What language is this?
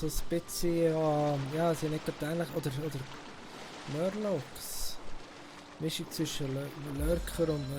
Swiss German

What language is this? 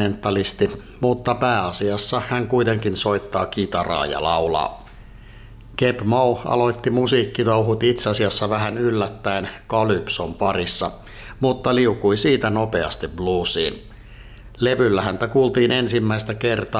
Finnish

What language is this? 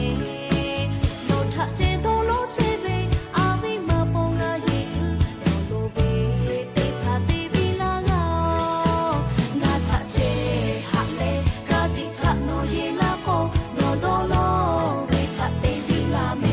Lahu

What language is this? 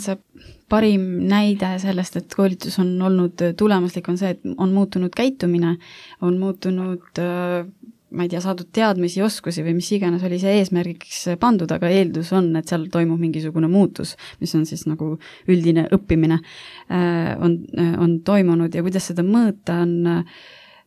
Estonian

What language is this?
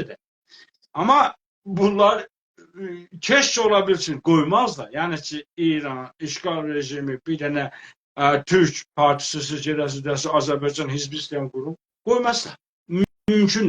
South Azerbaijani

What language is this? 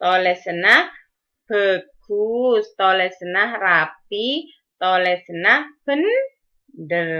Madurese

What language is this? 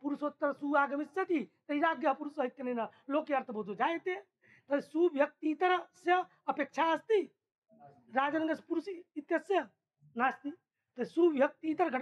Sanskrit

